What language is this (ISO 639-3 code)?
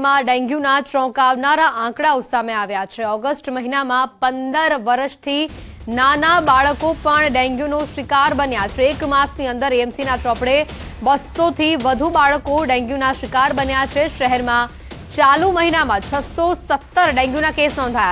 guj